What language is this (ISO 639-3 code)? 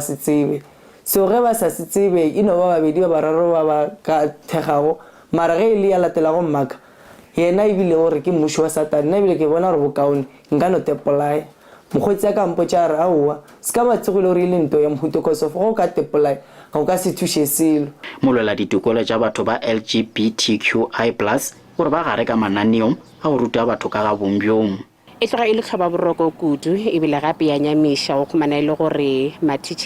tsn